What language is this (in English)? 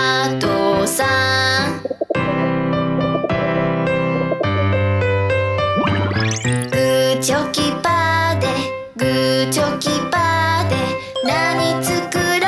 Japanese